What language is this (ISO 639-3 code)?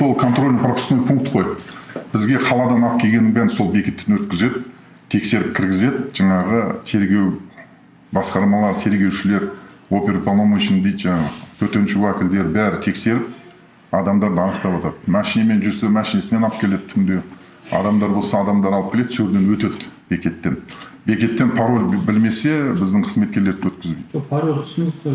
kaz